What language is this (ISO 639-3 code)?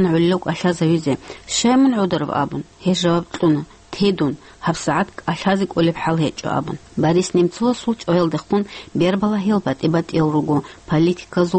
ava